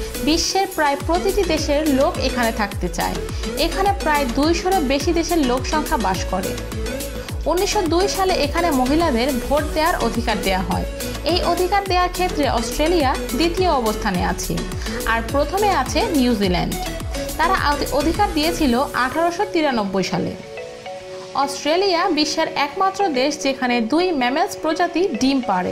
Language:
Bangla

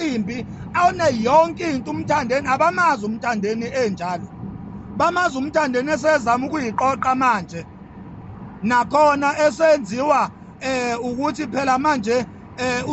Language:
Zulu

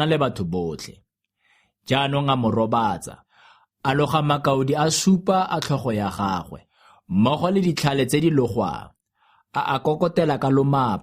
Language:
Tswana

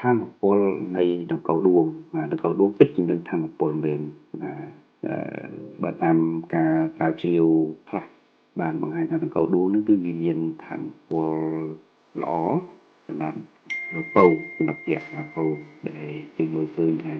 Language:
Khmer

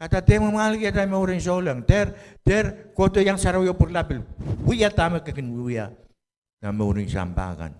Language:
Pohnpeian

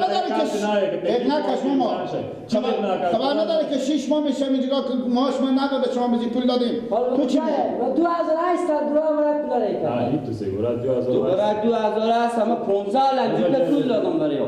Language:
Persian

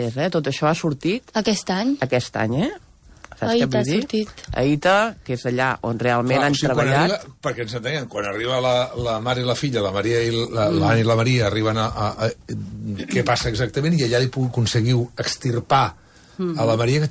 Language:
Catalan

